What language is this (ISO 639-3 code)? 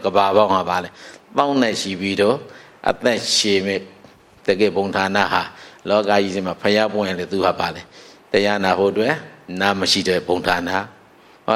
mya